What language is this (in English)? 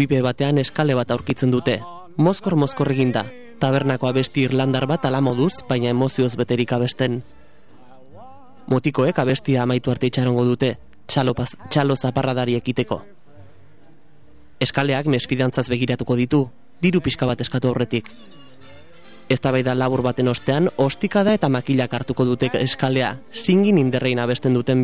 Basque